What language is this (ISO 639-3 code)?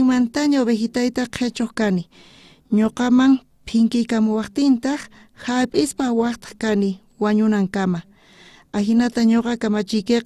quh